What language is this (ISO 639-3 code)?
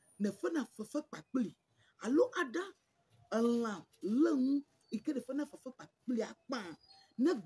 ewe